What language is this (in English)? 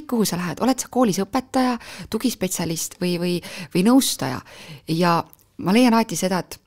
Estonian